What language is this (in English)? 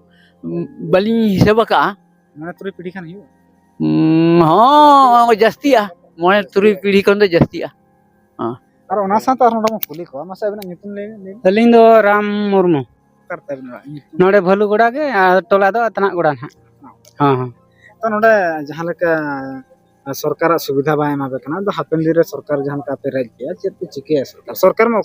Santali